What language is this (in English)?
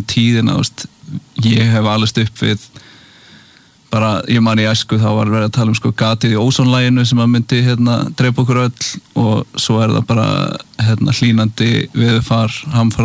Icelandic